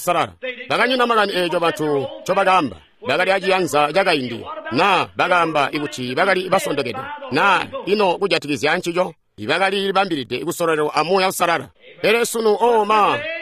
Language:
Tonga (Zambia)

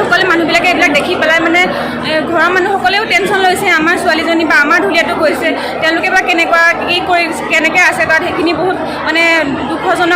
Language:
Assamese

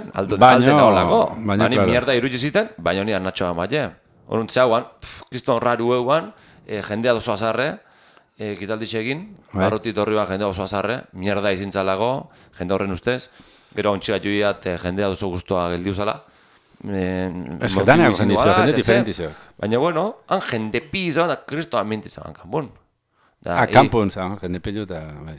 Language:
Basque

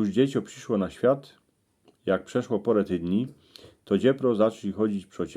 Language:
Silesian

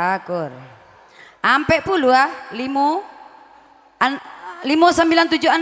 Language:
Minangkabau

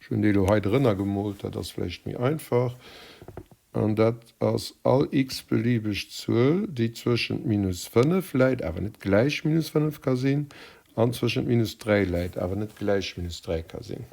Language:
Luxembourgish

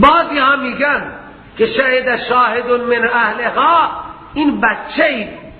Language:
Persian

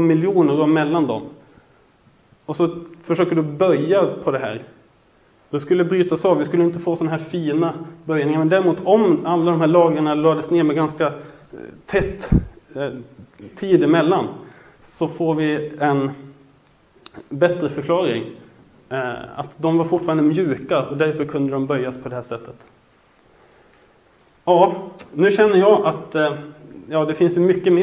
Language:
Swedish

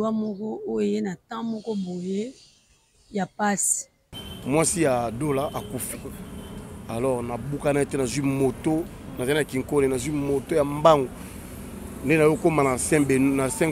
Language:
Lingala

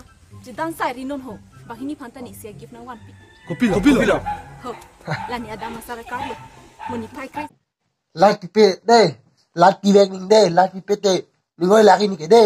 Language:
Karbi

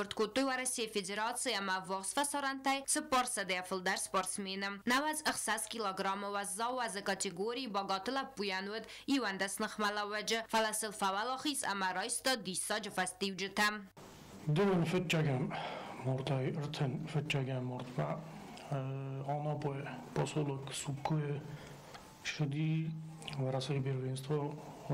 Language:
Ossetic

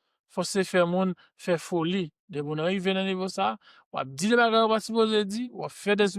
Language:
Haitian Creole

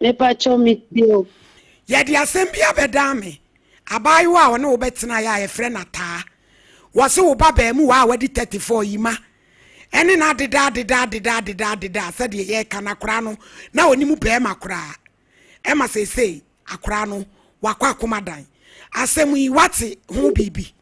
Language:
Akan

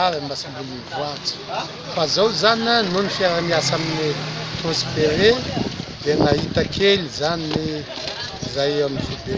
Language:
Malagasy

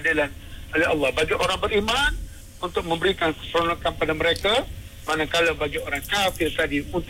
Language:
Malay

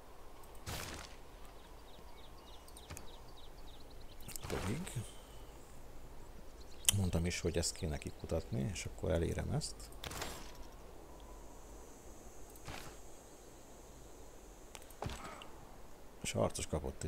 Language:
Hungarian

